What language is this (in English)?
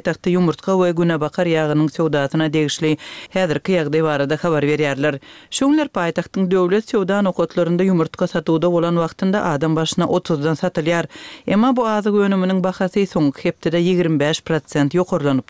Turkmen